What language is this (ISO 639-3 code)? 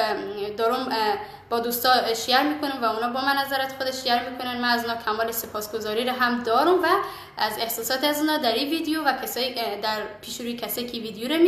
fas